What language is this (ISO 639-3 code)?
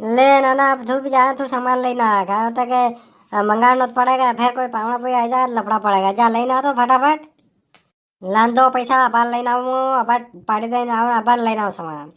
raj